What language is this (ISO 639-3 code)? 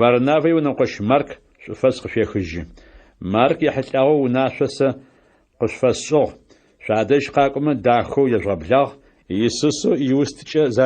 ady